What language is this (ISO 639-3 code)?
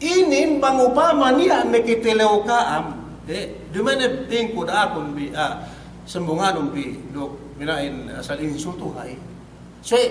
yka